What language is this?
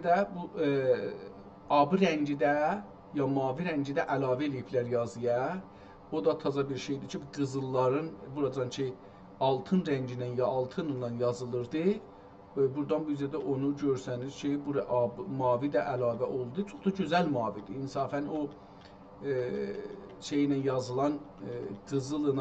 South Azerbaijani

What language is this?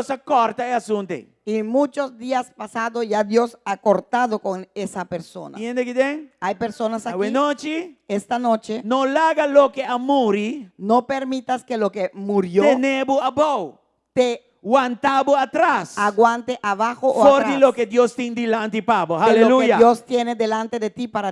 Papiamento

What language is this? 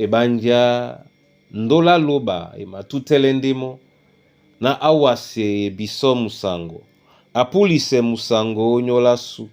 Duala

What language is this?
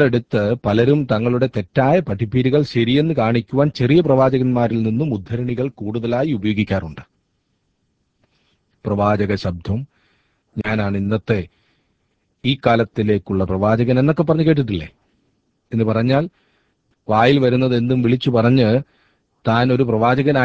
Malayalam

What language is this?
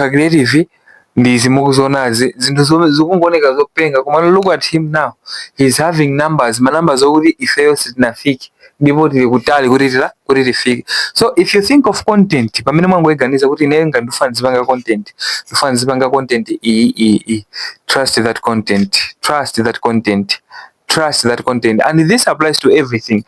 Nyanja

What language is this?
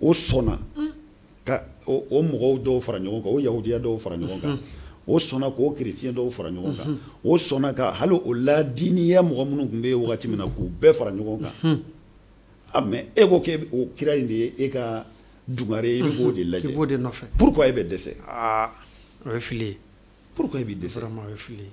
Bambara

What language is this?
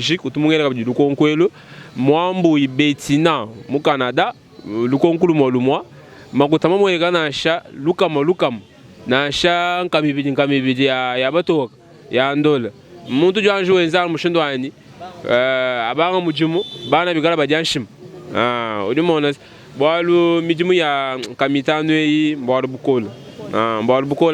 Luba-Lulua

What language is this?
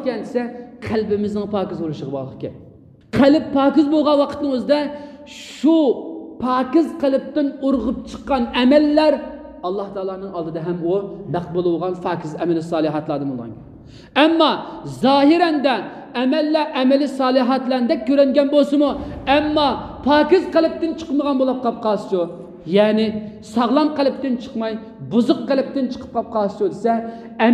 Uyghur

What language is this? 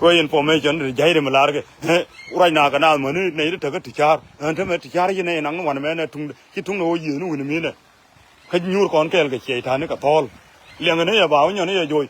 Nuer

